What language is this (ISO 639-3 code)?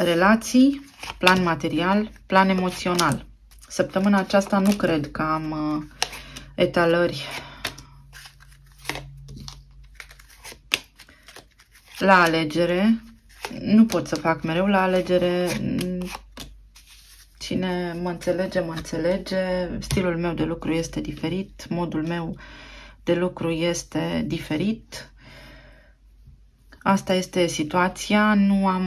ron